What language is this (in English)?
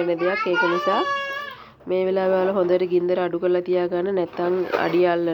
Sinhala